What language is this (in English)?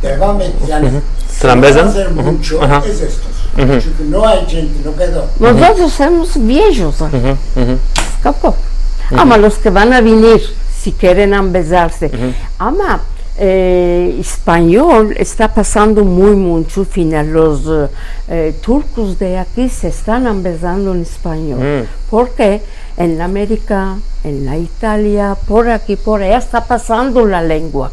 Ladino